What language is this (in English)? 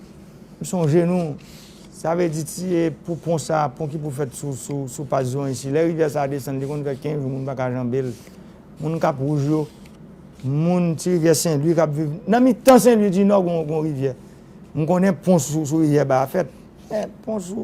Haitian Creole